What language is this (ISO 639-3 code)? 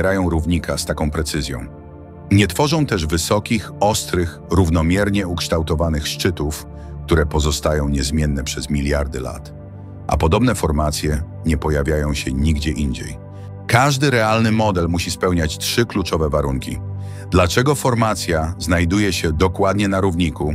pol